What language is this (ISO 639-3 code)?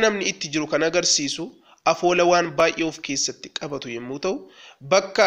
orm